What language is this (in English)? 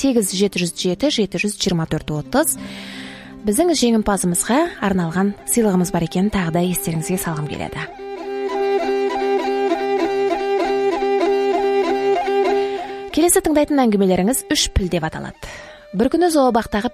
Kazakh